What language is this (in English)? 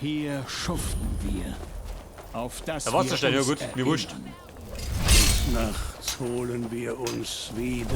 Bavarian